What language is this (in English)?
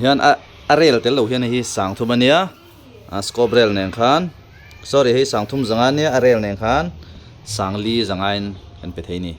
Mizo